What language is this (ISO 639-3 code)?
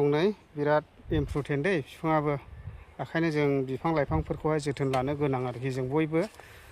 brx